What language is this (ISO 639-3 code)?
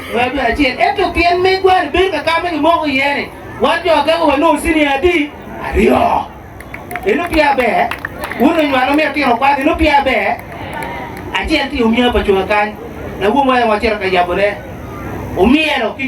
ach